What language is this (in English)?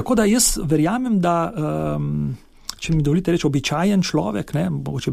Slovenian